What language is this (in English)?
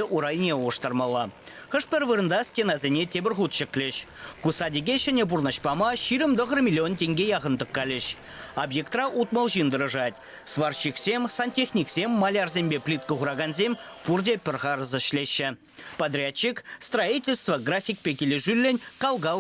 Chuvash